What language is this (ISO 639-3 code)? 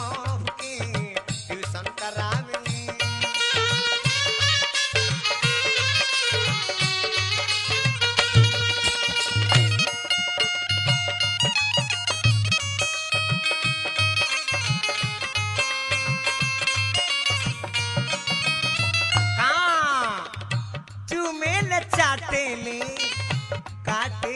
bho